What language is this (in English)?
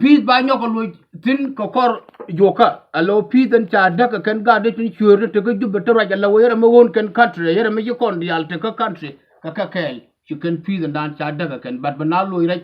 Nuer